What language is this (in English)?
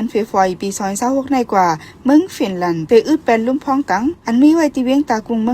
Shan